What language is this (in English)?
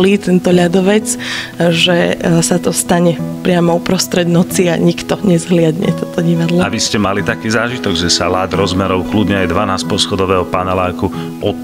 Slovak